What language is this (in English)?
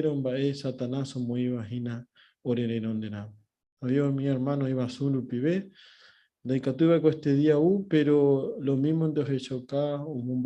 Guarani